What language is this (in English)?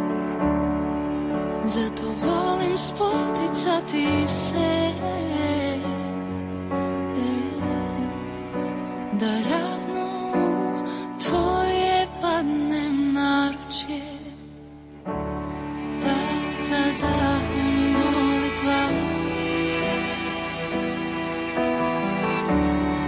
Croatian